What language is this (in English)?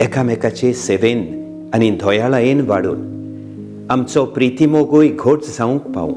Konkani